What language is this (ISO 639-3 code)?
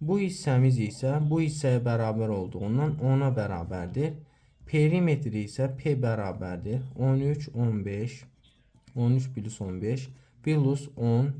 aze